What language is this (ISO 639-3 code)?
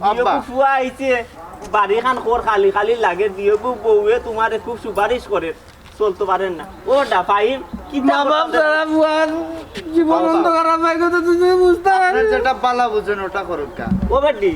syl